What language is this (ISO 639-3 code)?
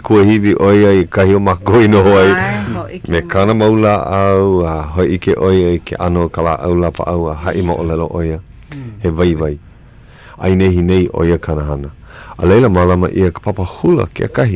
haw